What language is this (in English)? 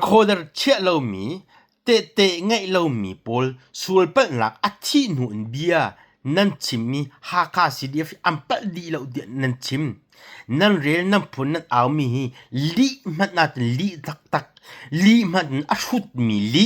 Hakha Chin